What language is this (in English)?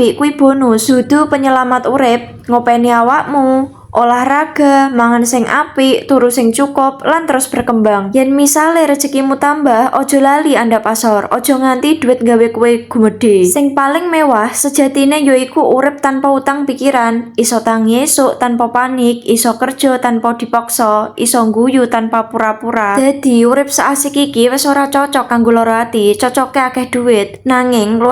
Javanese